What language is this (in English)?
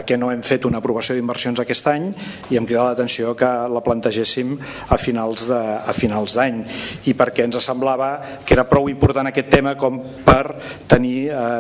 Catalan